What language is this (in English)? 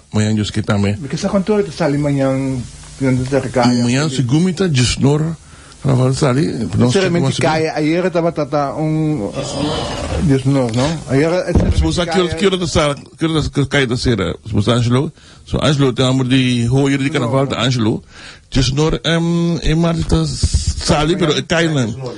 Papiamento